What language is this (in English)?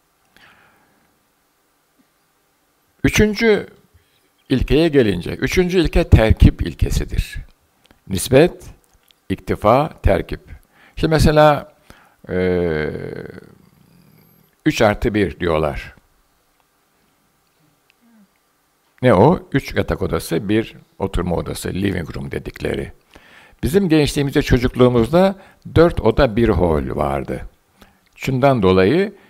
Turkish